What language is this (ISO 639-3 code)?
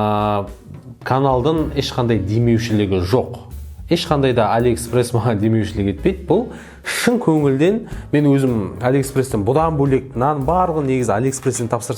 kaz